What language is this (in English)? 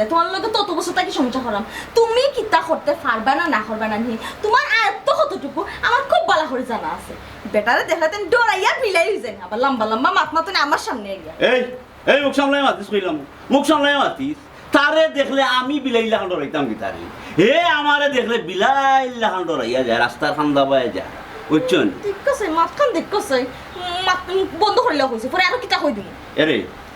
Sylheti